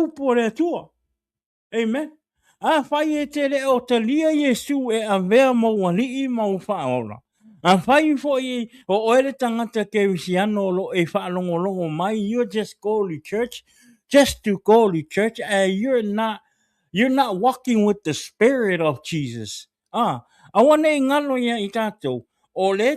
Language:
Samoan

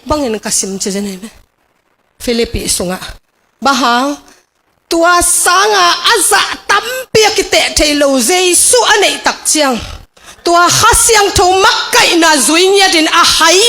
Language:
Tedim Chin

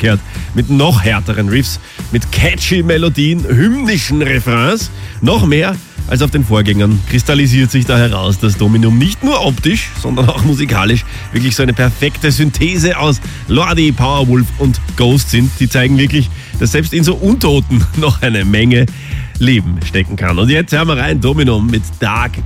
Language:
German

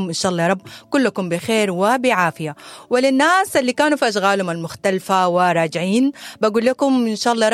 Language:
Sudanese Arabic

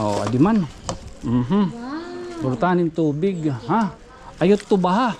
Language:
Waray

